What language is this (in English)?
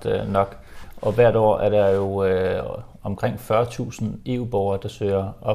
Danish